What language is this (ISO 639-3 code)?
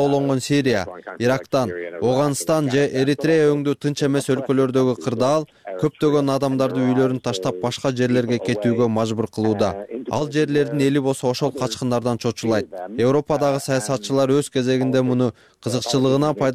kir